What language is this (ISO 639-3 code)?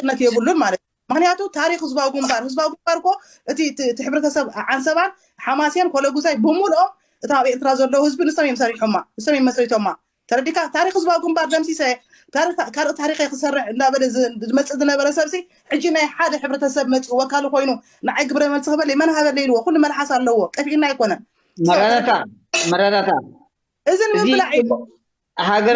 tir